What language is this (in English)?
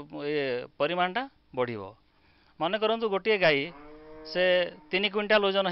Odia